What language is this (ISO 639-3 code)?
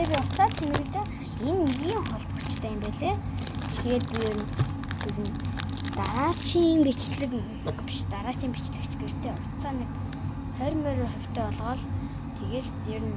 mon